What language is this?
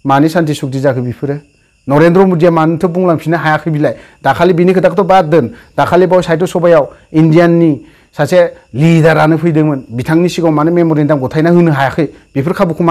Bodo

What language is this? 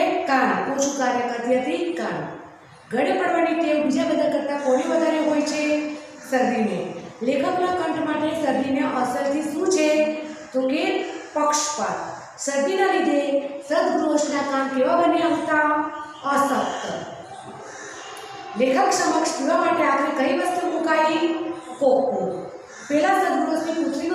Gujarati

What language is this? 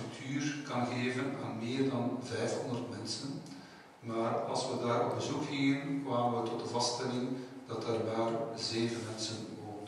Dutch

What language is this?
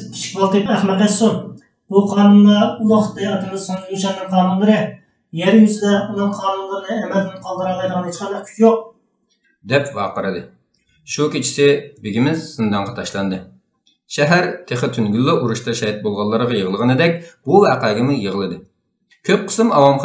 Uyghur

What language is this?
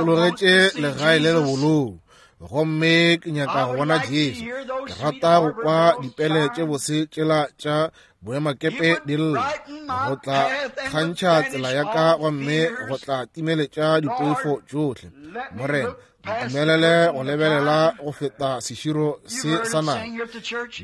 Northern Sotho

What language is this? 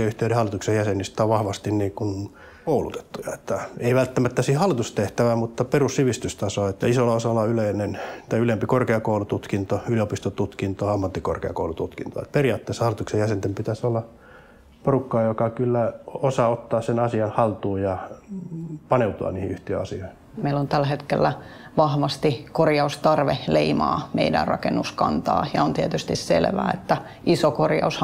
Finnish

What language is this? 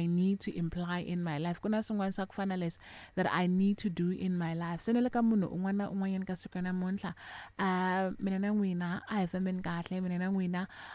Tsonga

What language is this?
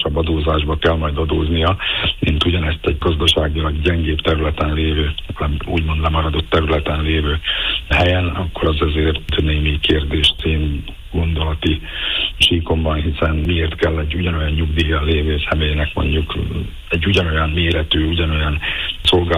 Hungarian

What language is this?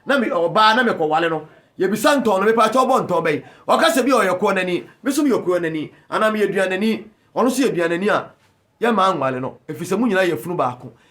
Akan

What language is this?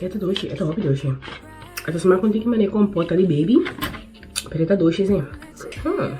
Papiamento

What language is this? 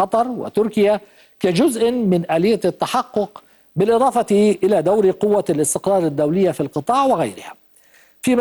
Arabic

